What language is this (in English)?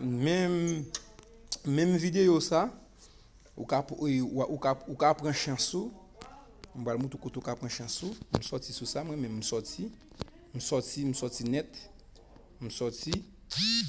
Haitian Creole